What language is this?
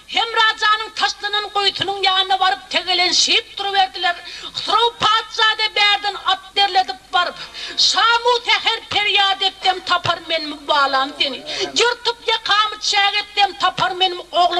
Turkmen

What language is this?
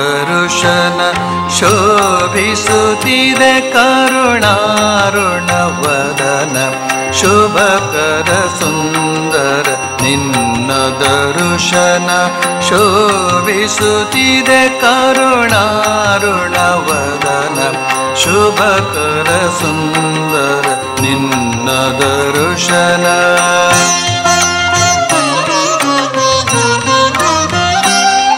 Kannada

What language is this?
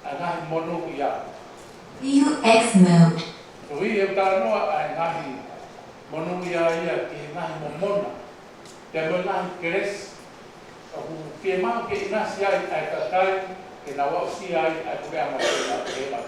Tongan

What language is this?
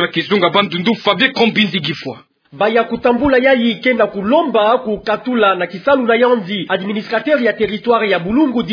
Kituba (Democratic Republic of Congo)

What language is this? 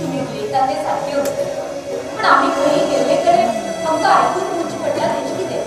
Konkani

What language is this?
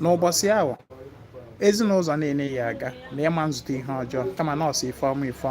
Igbo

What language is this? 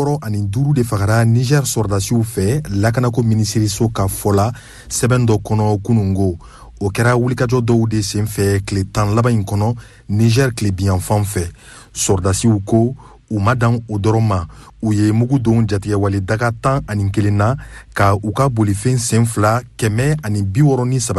Bambara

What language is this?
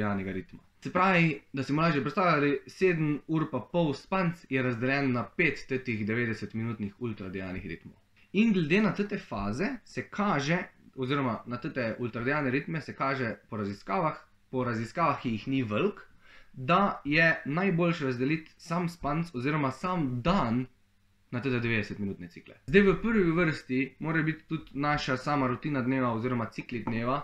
Slovenian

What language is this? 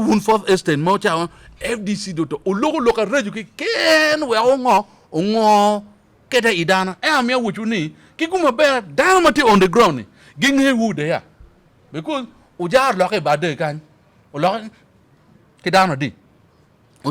Acoli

